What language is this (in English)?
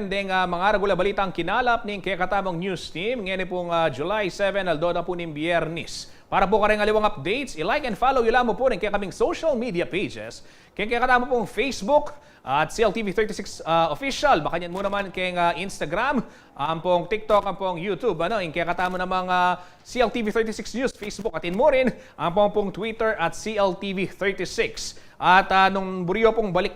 Pampanga